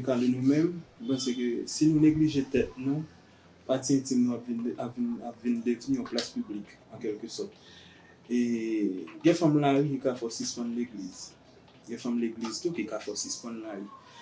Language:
Haitian Creole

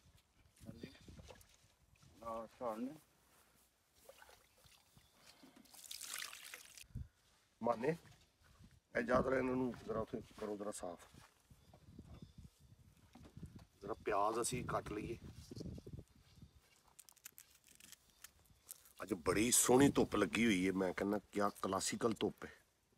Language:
Punjabi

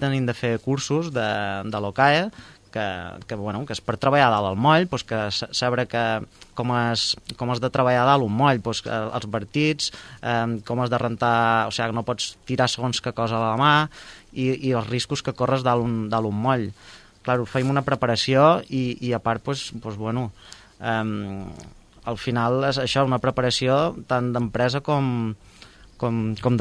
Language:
Catalan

